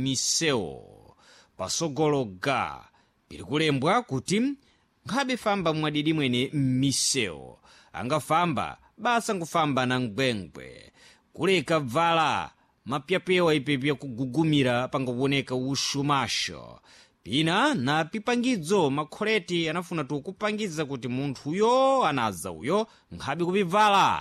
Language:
Sena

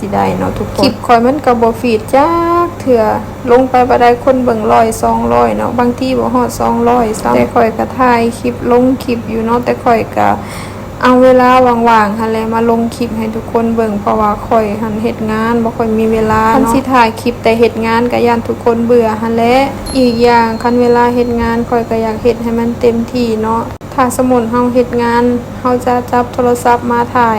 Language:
Lao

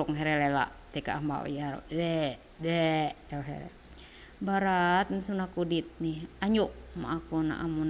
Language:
Ma'anyan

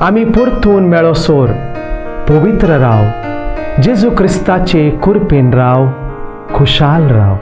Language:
Konkani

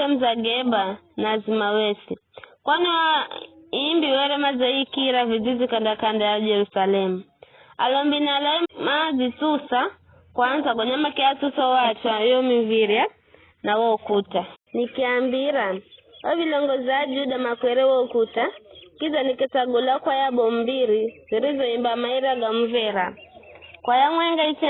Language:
Giryama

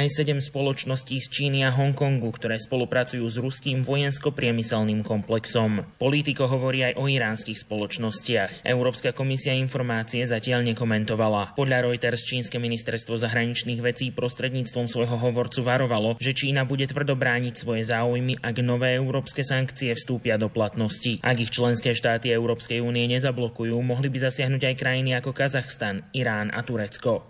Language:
Slovak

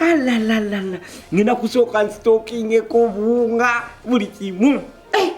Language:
Ganda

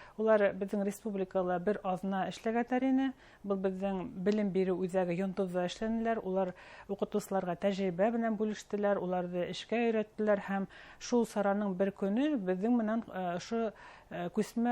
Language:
Bashkir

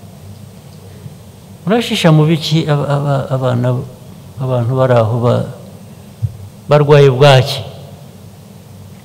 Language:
Kinyarwanda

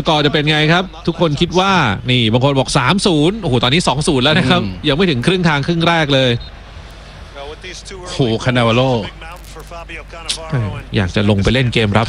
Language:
Thai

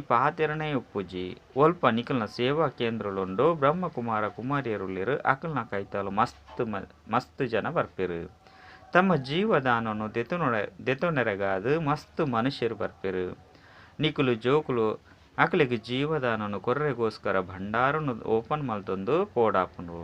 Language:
Tulu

